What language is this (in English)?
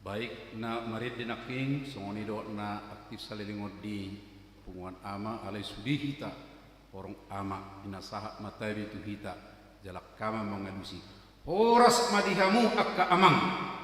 Batak Toba